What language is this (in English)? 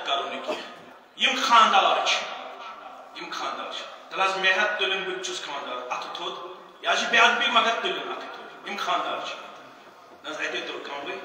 Kashmiri